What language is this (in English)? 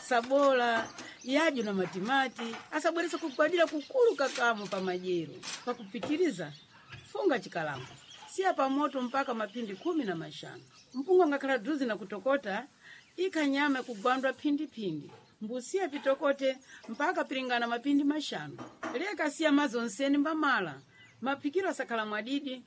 Sena